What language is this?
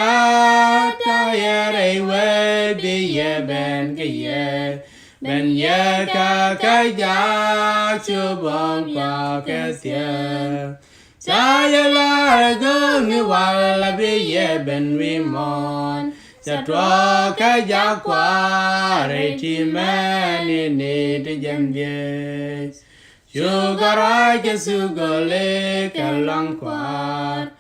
Nuer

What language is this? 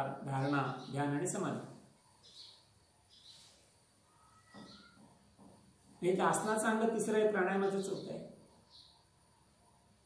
Marathi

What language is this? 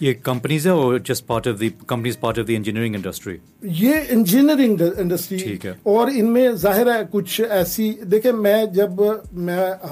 Urdu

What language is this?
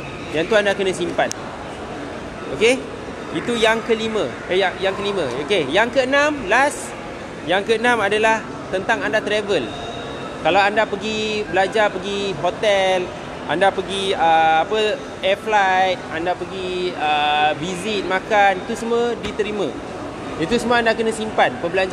Malay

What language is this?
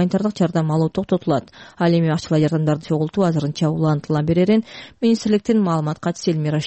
Kyrgyz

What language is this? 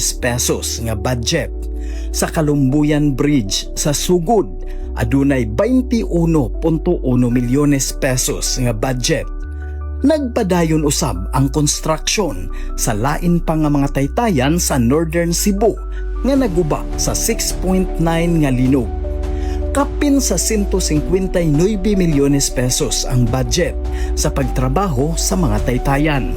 Cebuano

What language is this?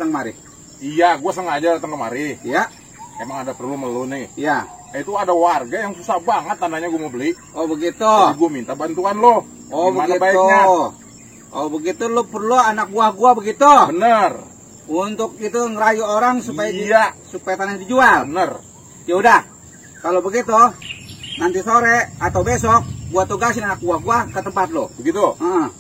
Betawi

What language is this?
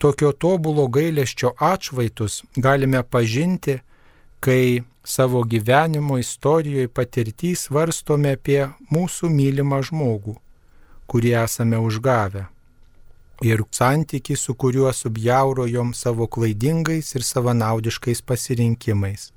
Lithuanian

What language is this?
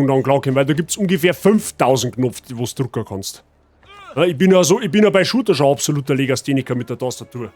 Bavarian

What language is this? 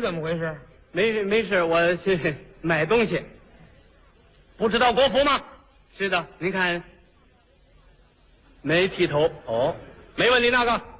Chinese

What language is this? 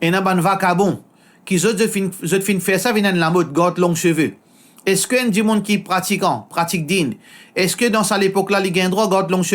Morisyen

